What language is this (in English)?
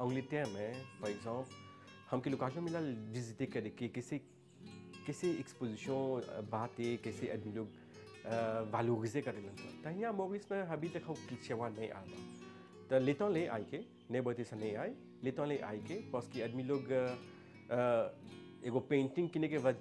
Bhojpuri